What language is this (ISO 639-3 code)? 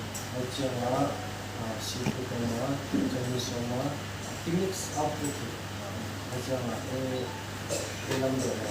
pck